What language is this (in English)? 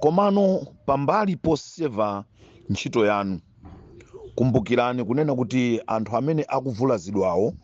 Nyanja